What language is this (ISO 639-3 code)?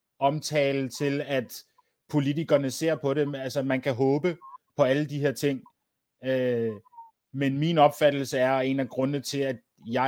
dan